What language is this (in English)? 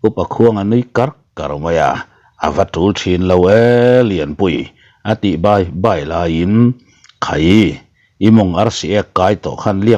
Mizo